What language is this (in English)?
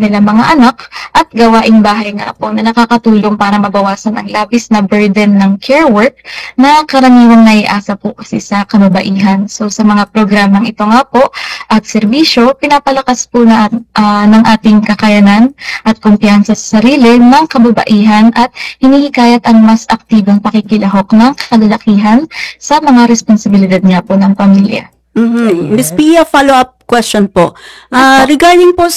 Filipino